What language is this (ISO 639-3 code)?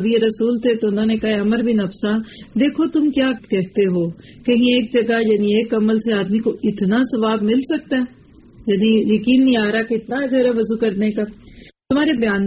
urd